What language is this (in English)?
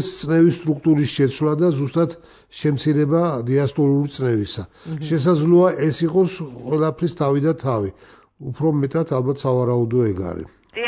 Georgian